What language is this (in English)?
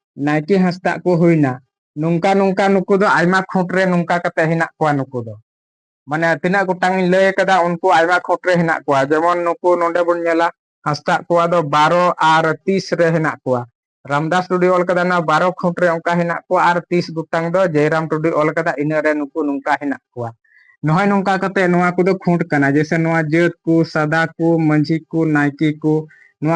Santali